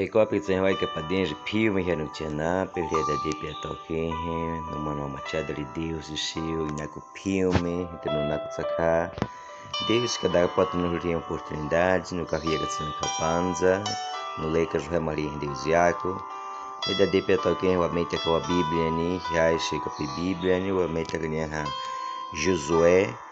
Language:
Baniwa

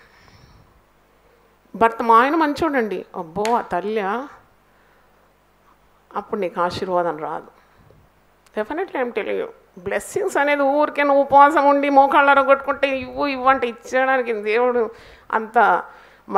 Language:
Telugu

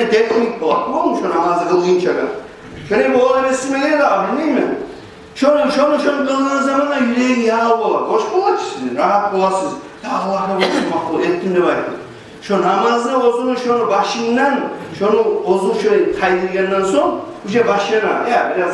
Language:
Kumyk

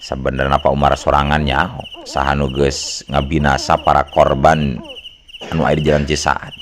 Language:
Sundanese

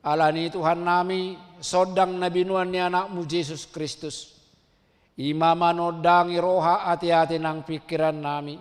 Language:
Batak Toba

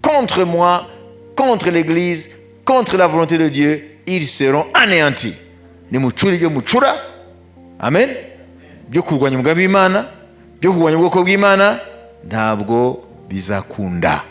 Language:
Kinyarwanda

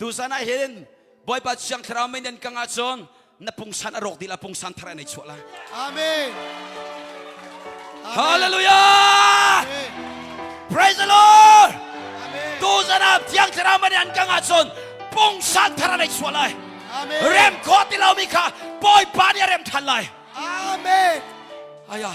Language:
Hakha Chin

